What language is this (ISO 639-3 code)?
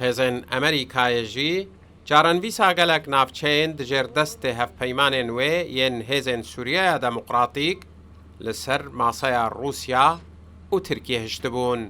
kur